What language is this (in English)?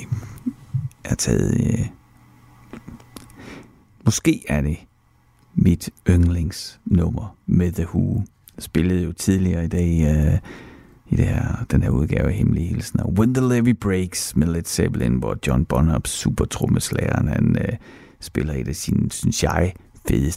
Danish